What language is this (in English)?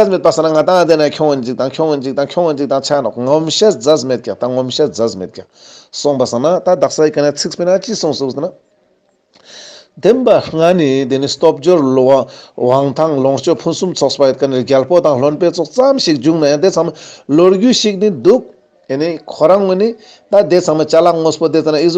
Ladakhi